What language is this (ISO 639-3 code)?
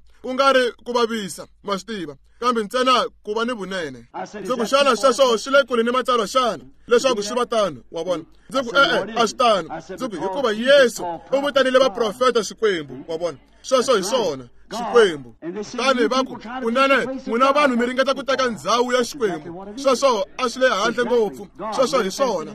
tso